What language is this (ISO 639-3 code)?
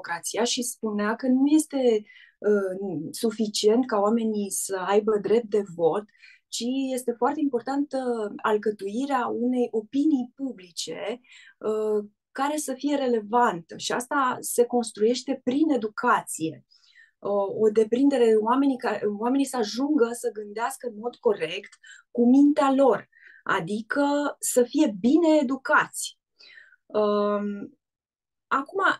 ron